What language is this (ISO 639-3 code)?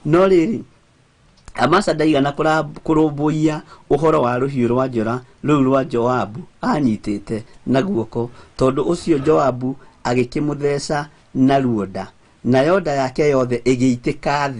kik